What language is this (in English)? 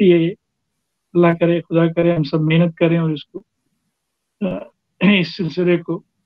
Urdu